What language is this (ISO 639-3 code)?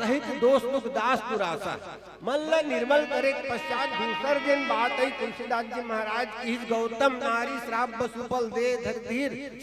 hne